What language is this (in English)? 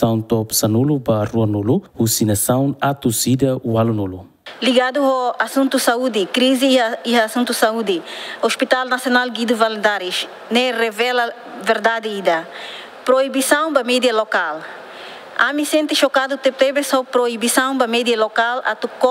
Tetum